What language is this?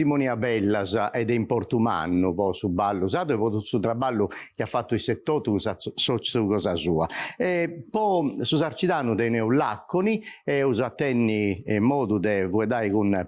Sardinian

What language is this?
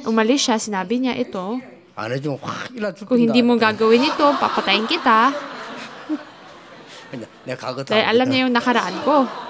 Filipino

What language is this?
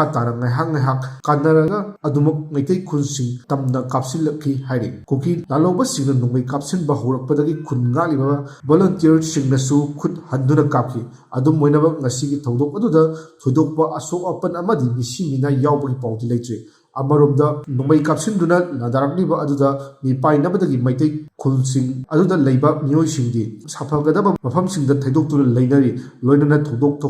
Manipuri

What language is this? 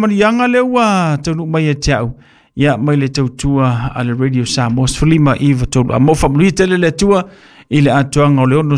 Samoan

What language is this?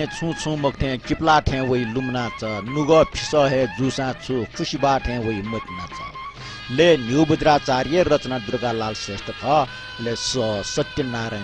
Newari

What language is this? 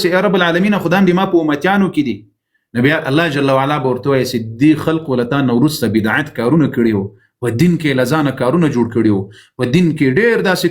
Pashto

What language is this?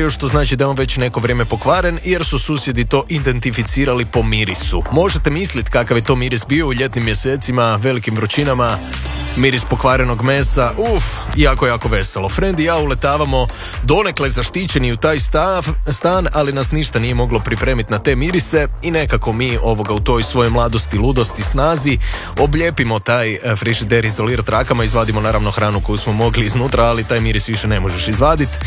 Croatian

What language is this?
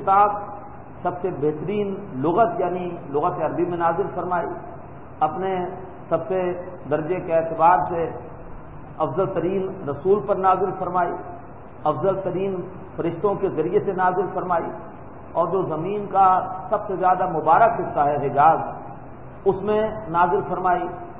Urdu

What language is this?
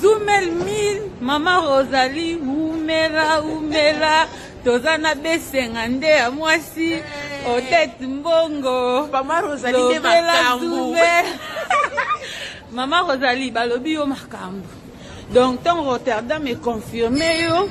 Lingala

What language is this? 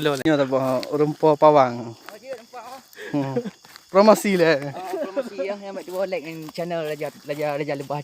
Achinese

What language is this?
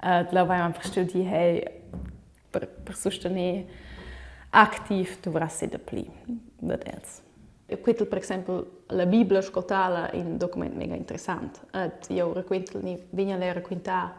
Romansh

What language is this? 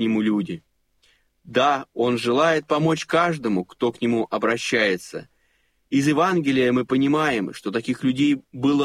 Russian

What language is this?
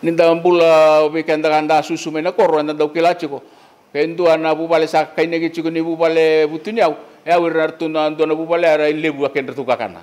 Fijian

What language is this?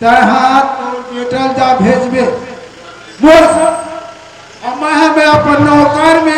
Chhattisgarhi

